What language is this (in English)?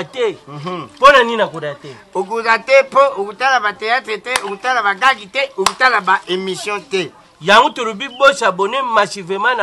Lingala